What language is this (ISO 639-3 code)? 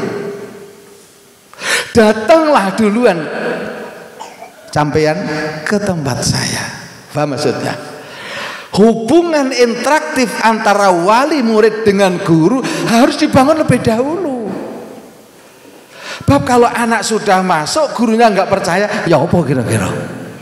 ind